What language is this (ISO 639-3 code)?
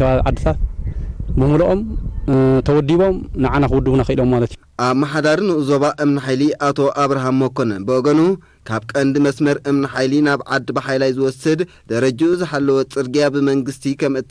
tir